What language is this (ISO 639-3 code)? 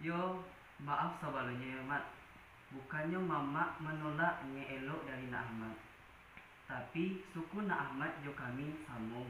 min